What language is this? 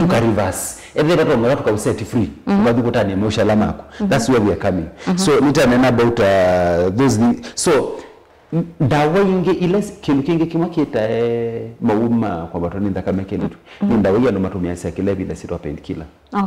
Kamba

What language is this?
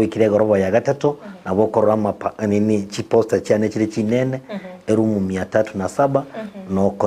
Gusii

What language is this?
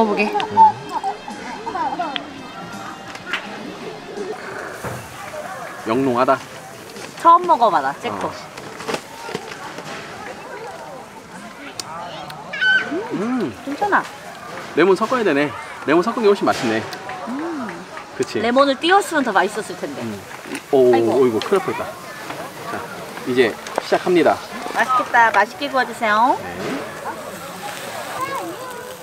Korean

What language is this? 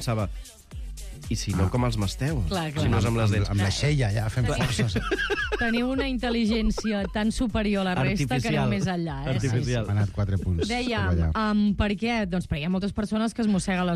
Catalan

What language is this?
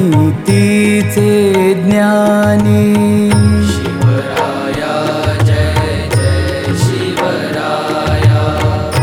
Marathi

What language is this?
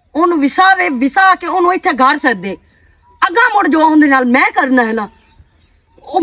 Western Panjabi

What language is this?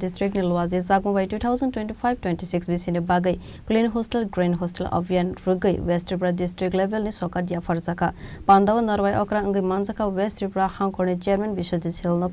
Kok Borok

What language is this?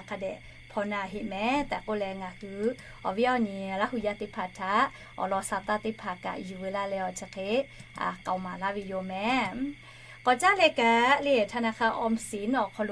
Lahu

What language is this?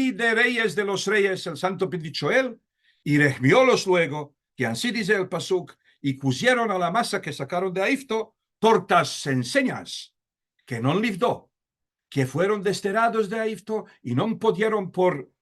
Ladino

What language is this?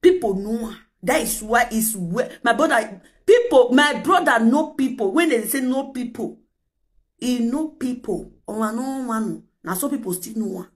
Nigerian Pidgin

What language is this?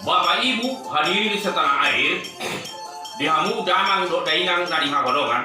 Batak Toba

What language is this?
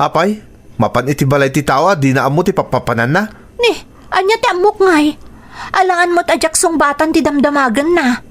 Iloko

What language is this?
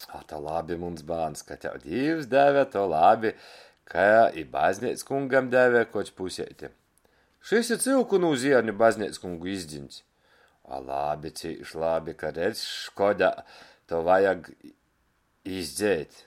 Latgalian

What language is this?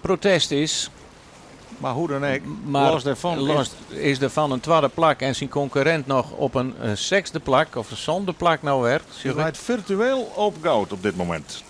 Western Frisian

